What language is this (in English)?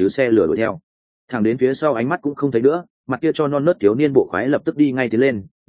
Vietnamese